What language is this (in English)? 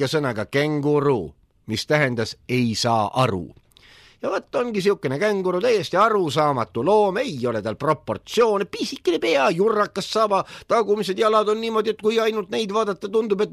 Estonian